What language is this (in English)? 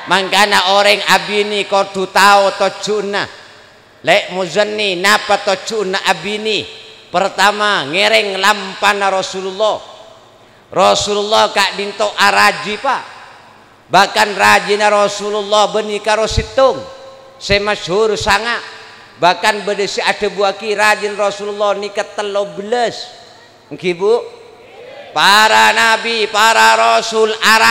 Madurese